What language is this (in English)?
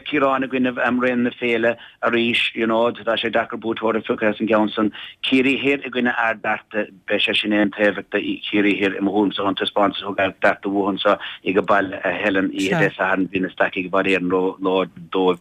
Irish